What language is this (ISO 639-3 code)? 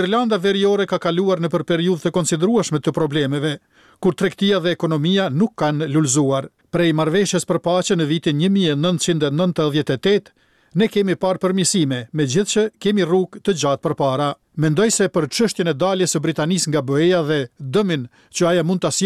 sqi